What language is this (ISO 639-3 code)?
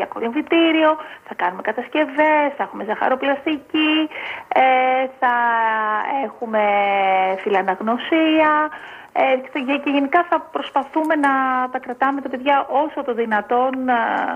ell